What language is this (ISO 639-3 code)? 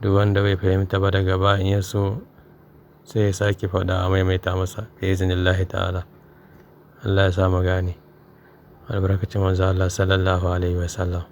hau